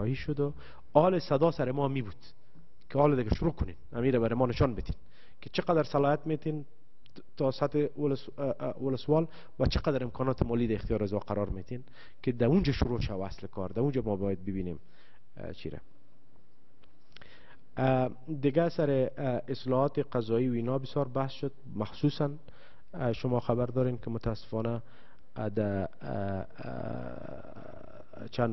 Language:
Persian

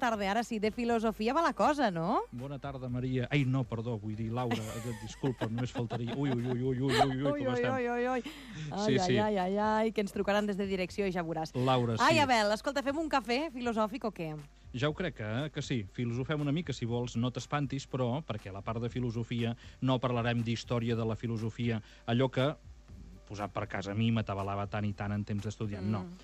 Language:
Catalan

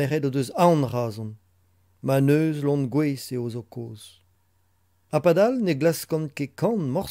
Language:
Breton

